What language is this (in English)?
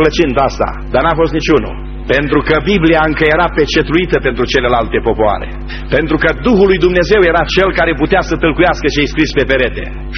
Romanian